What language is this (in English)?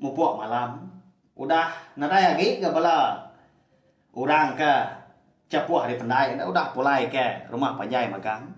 Iban